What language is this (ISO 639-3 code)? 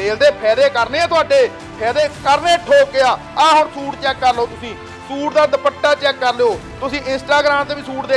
pan